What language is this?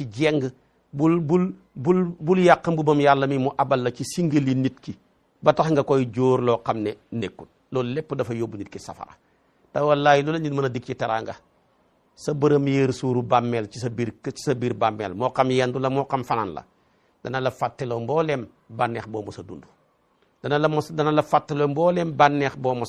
Wolof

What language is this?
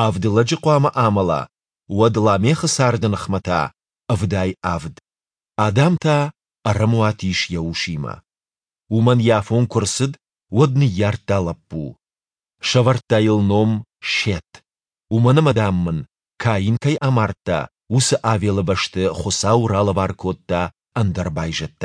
Ossetic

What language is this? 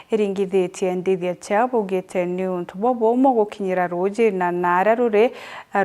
Meru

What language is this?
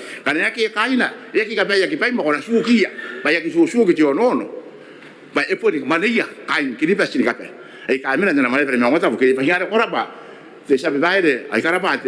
Gilbertese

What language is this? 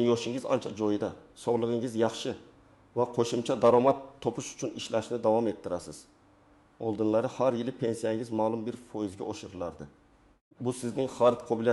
Uzbek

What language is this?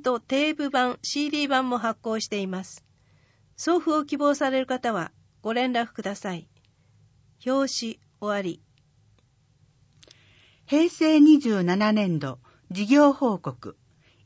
Japanese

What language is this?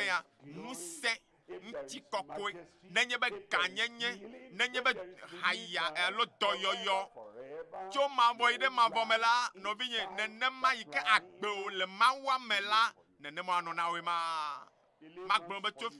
Ewe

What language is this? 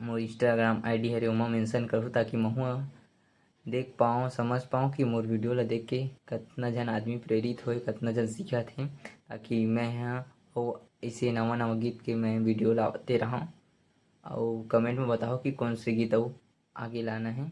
Chhattisgarhi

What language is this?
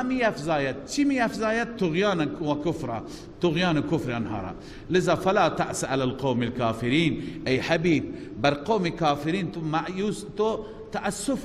Persian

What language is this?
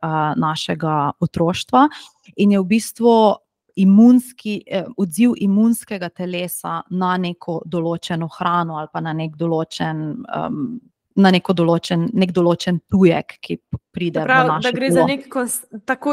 Slovenian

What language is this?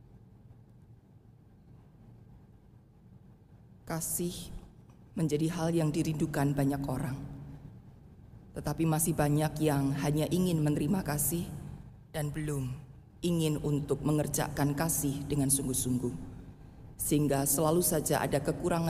Indonesian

